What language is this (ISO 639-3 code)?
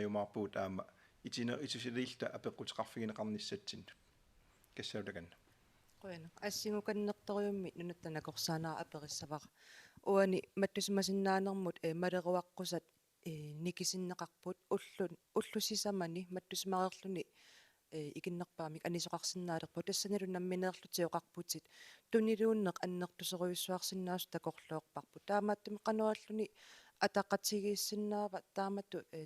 kal